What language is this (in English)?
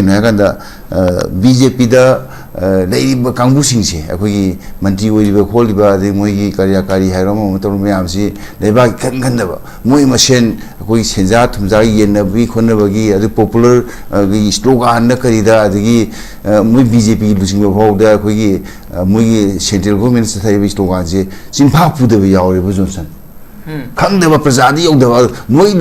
Manipuri